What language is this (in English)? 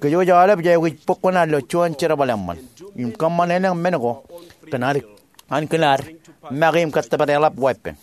Marshallese